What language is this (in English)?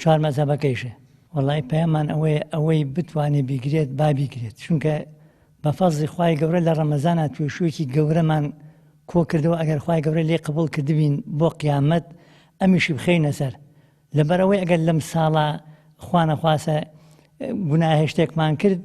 Central Kurdish